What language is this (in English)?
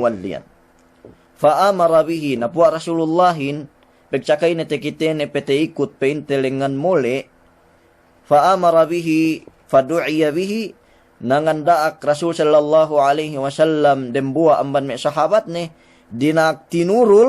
Yakan